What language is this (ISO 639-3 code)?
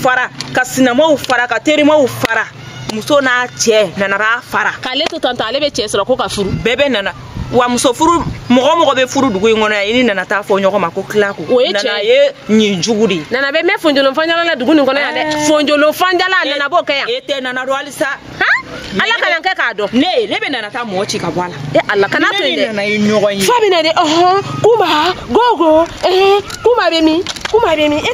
bam